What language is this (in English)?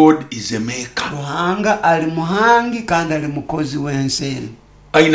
Nyoro